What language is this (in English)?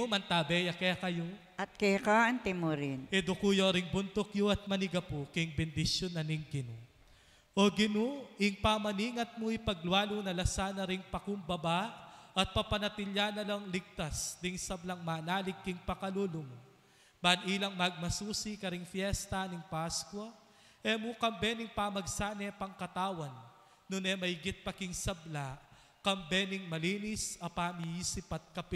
Pampanga